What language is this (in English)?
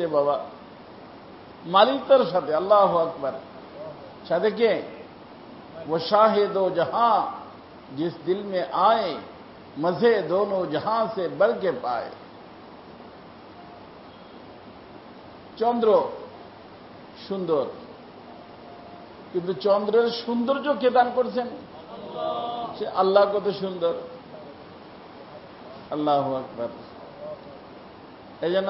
Bangla